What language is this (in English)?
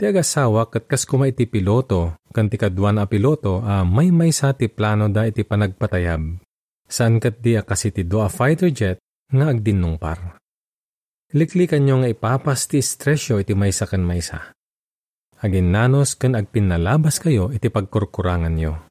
Iloko